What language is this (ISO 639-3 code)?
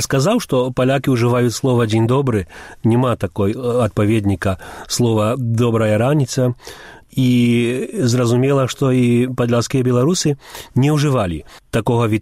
bel